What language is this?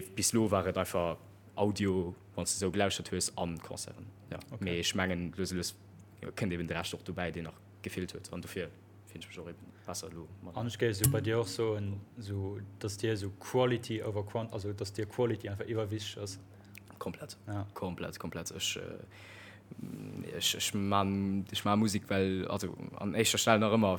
Luxembourgish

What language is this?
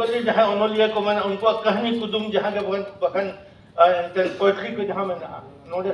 Santali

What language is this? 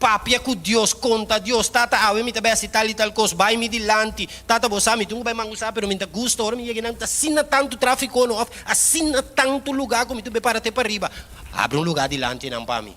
Papiamento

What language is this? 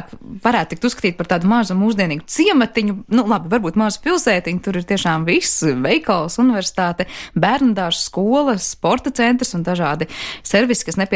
Latvian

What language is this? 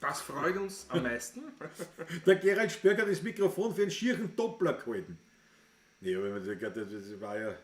Bavarian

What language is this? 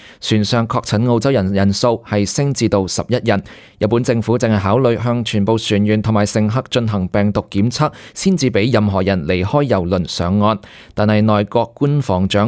Cantonese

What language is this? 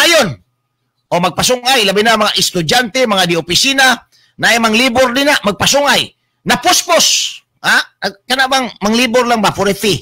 Cebuano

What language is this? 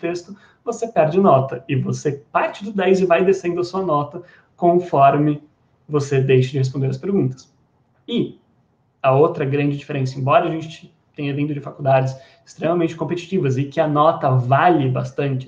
Portuguese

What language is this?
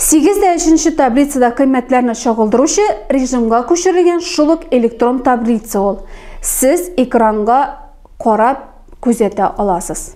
Tatar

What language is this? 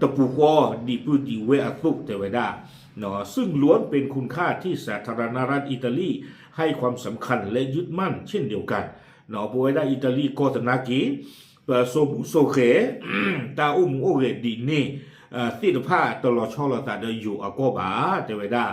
S'gaw Karen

